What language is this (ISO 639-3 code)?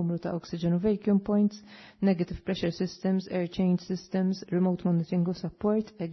mlt